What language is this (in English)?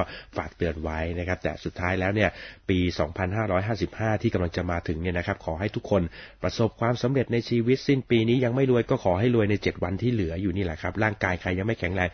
Thai